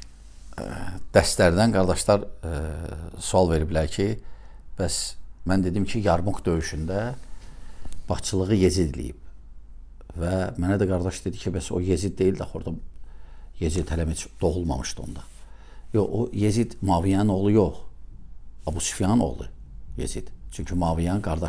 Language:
Azerbaijani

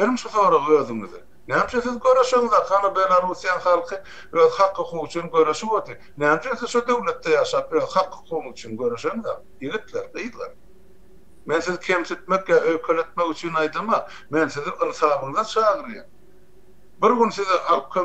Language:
Turkmen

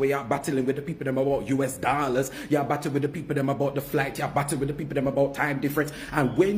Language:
Jamaican Creole English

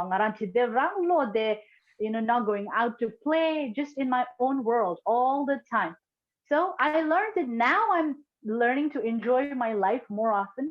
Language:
Tibetan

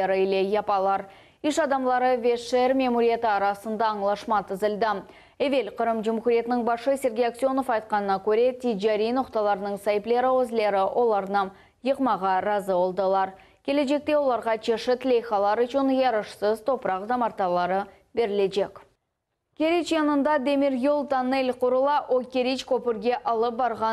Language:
Crimean Tatar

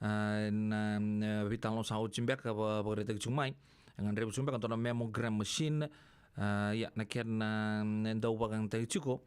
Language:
Fijian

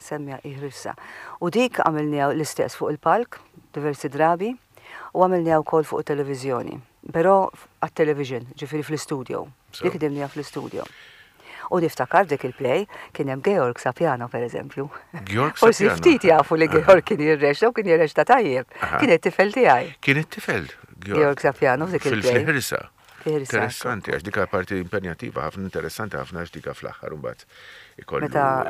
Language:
Maltese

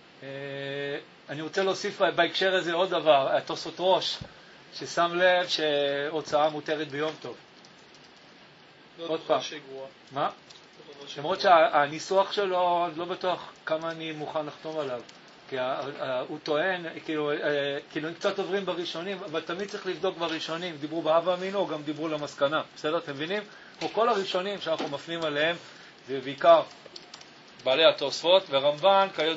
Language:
Hebrew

